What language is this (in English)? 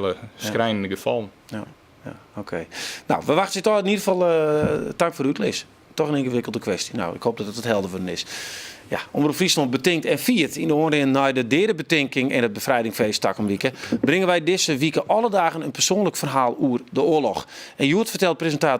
Western Frisian